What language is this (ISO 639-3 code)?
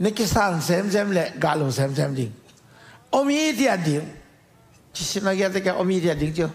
ctd